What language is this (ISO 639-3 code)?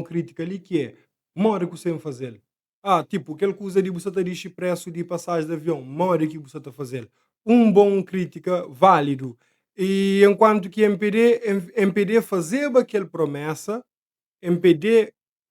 kea